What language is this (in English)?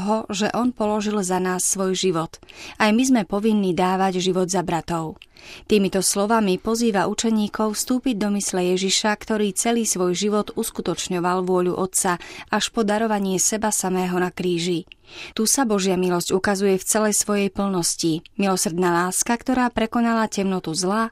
Slovak